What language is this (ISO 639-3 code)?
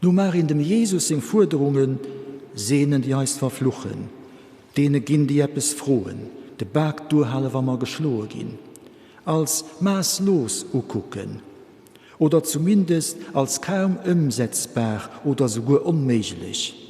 ltz